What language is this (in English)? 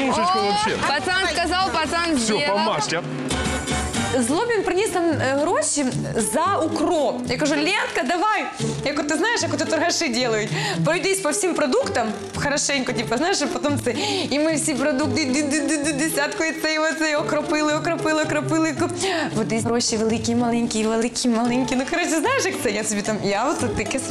Ukrainian